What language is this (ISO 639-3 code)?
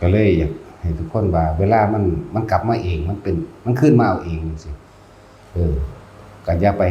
lao